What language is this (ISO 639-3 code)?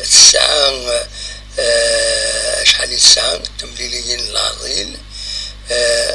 kab